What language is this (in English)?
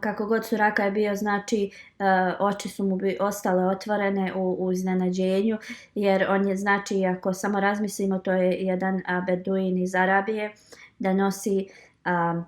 Bosnian